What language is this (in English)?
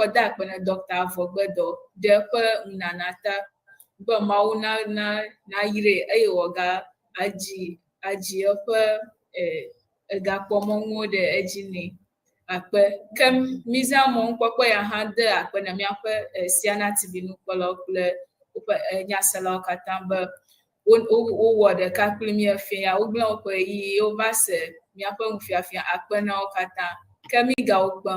Ewe